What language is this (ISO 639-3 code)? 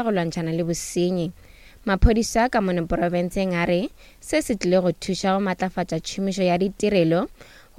nso